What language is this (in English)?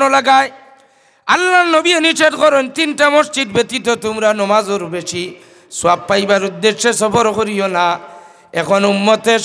Sylheti